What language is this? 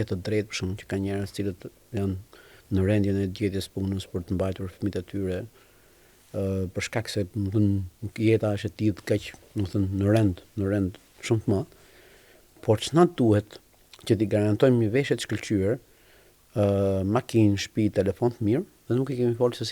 Albanian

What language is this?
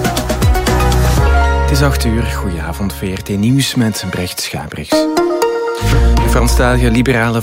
Dutch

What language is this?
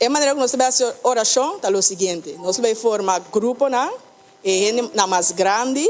Papiamento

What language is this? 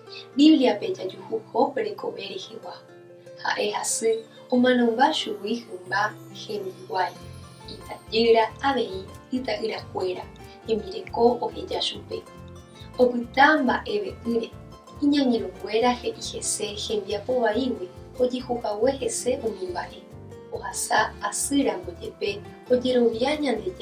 Guarani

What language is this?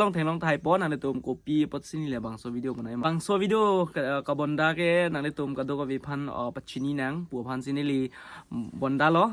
Karbi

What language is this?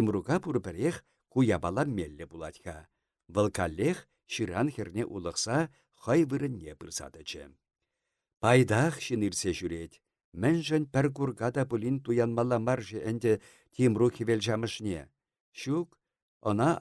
Chuvash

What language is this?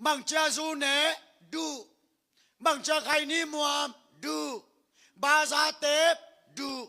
Tedim Chin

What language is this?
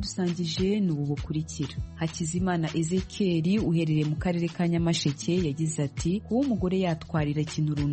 Kinyarwanda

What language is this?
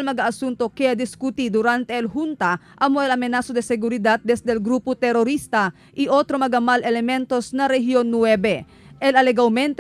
Chavacano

